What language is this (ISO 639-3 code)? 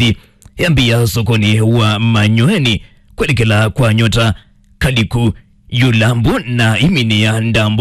kam